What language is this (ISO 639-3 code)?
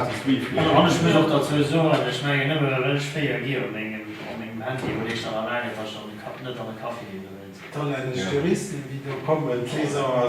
ltz